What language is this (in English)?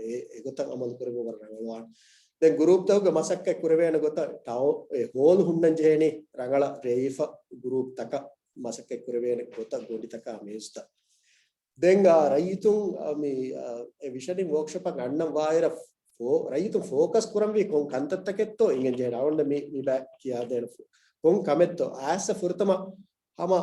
Divehi